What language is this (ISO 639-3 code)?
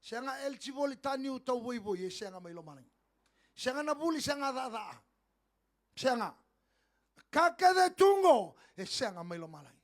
fij